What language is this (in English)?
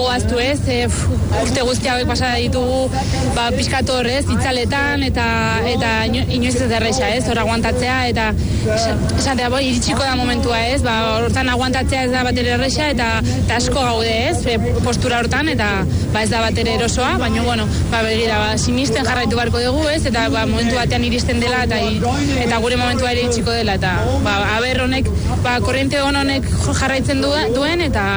Basque